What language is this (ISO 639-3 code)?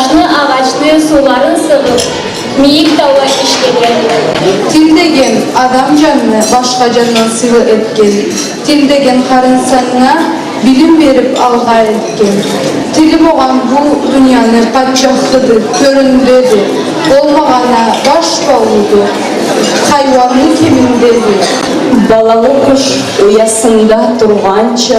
krc